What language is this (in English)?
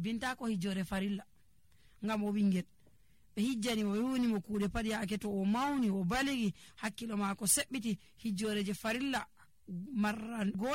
Nigerian Fulfulde